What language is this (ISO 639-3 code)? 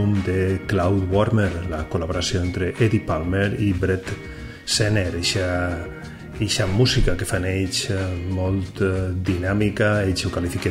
cat